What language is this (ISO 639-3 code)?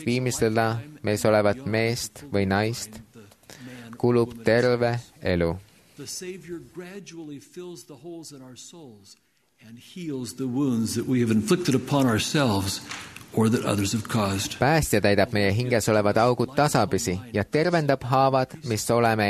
est